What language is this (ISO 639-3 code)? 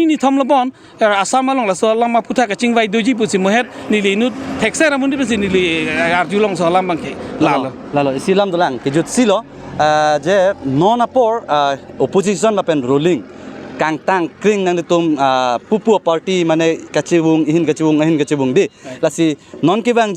mjw